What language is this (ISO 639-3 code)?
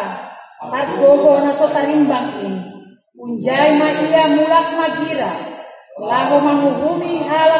bts